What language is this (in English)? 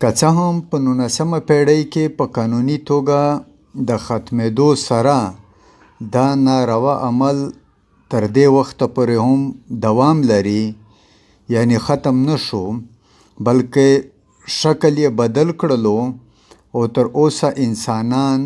Pashto